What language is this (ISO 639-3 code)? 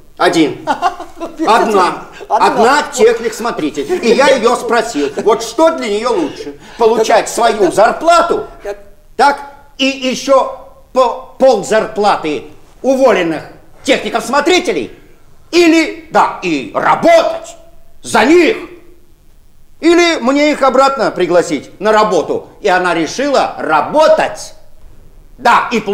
rus